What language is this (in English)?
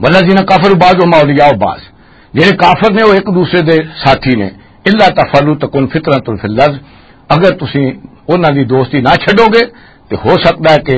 Western Panjabi